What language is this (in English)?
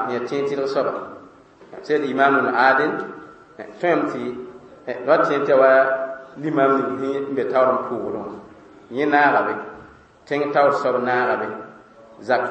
Mossi